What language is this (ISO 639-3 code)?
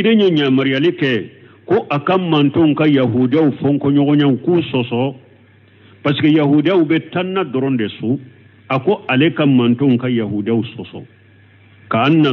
bam